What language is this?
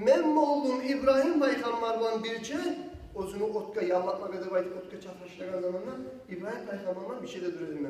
Kumyk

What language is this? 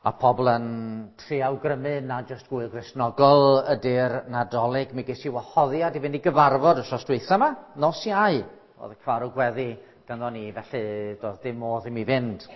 Welsh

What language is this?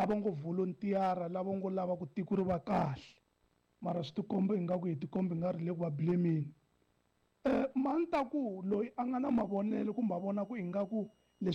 Tsonga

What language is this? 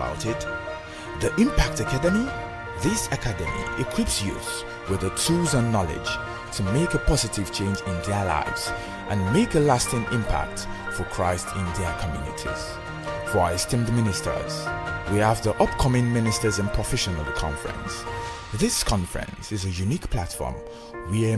Ewe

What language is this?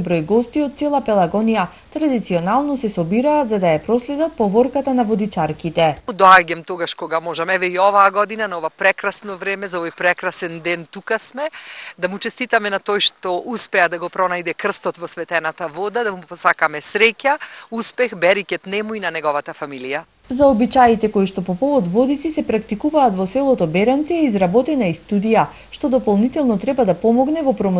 Macedonian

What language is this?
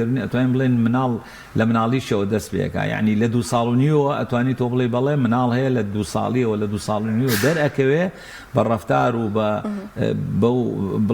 Central Kurdish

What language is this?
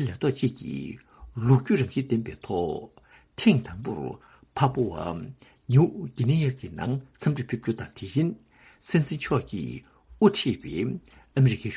Tibetan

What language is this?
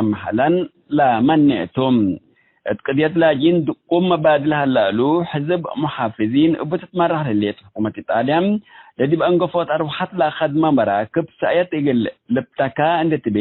Tigre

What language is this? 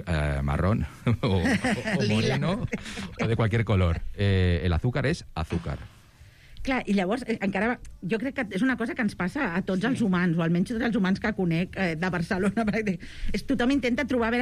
Catalan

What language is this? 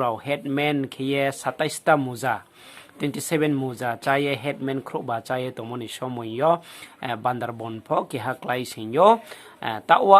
Riang (India)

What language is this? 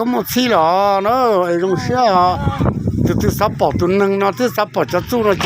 Hmong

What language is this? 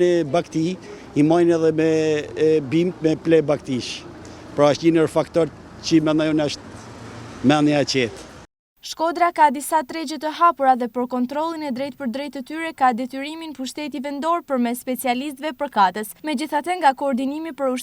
Albanian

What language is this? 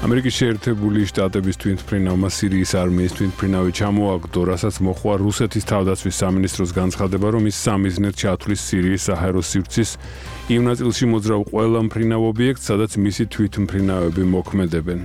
Georgian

